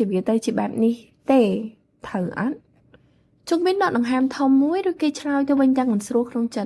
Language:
Khmer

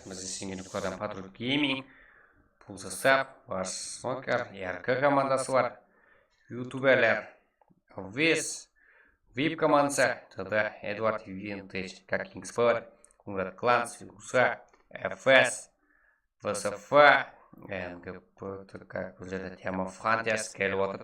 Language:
Kara-Kalpak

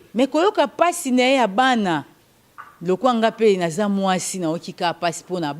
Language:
Lingala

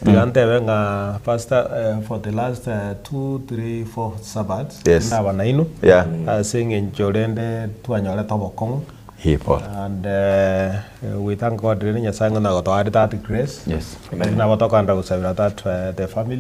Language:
Gusii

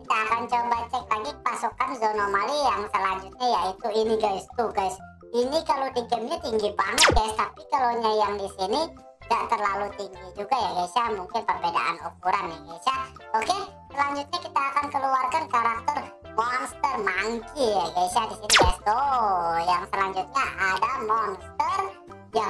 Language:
Indonesian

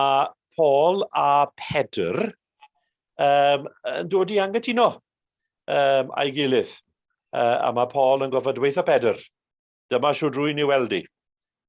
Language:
Welsh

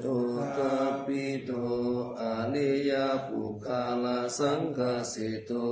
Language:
Pali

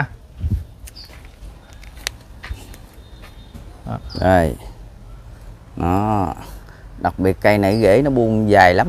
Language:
Vietnamese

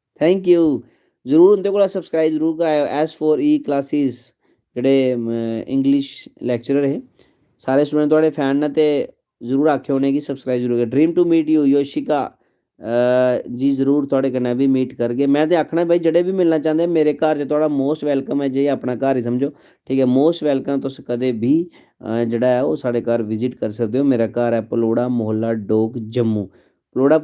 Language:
Dogri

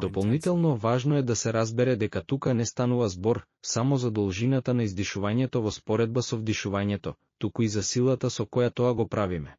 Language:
Macedonian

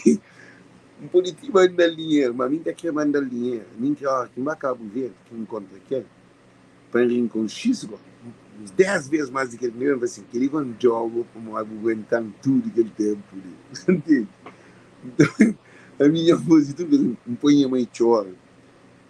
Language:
Kabuverdianu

